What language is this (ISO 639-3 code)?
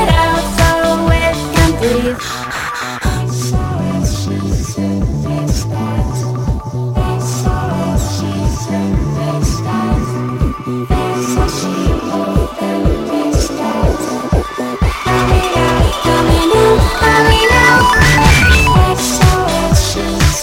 fra